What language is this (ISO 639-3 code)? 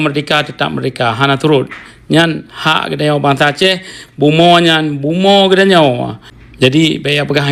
ace